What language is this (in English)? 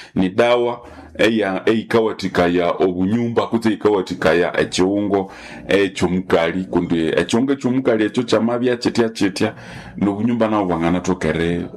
Nande